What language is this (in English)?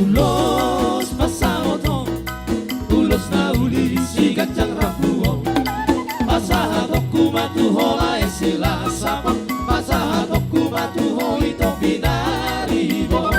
Batak Toba